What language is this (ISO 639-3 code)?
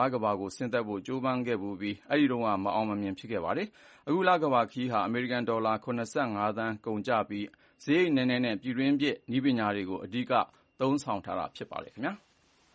mya